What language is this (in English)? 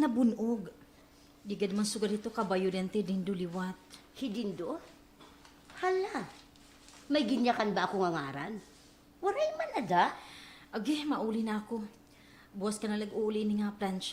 Waray